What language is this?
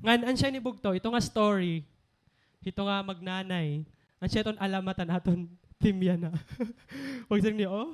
Waray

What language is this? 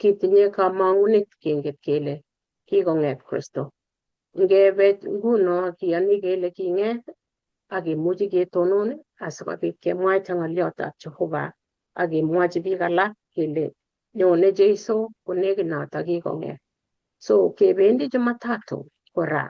Kalenjin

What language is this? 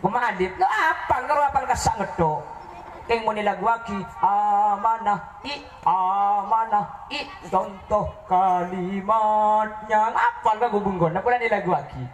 Madurese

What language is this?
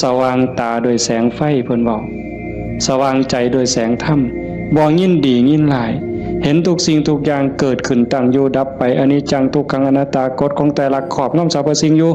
Northeastern Thai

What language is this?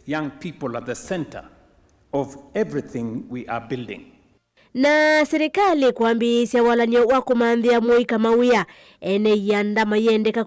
Kamba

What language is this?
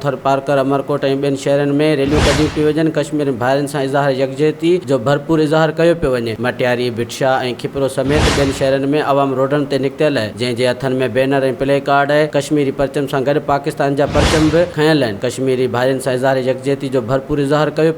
Sindhi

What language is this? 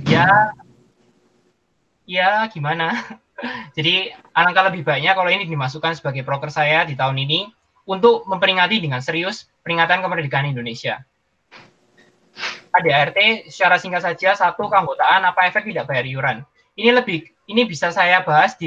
Indonesian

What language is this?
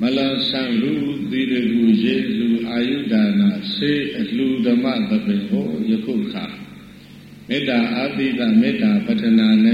Burmese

